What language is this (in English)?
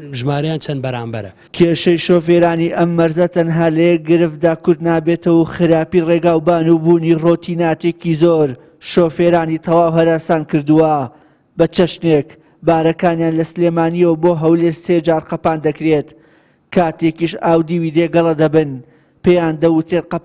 Central Kurdish